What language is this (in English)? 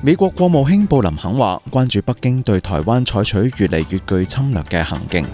Cantonese